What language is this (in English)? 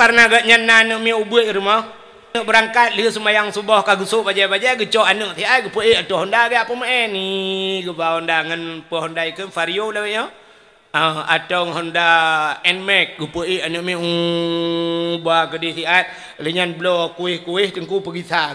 Achinese